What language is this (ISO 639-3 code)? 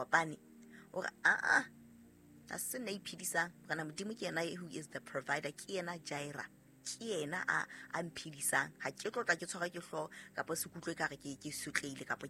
sot